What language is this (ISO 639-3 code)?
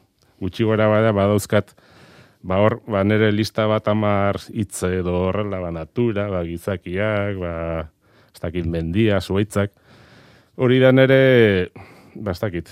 eus